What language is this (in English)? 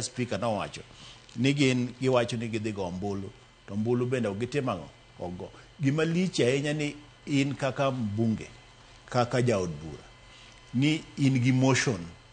Luo (Kenya and Tanzania)